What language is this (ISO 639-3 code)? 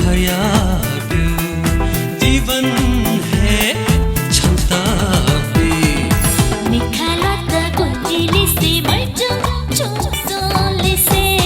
new